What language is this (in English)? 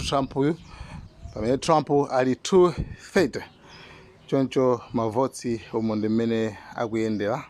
Nyanja